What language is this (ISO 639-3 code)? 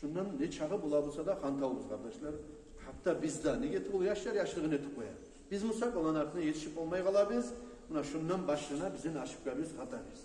kum